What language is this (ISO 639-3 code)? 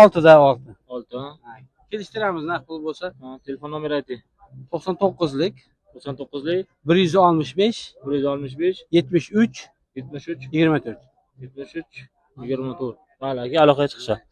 uzb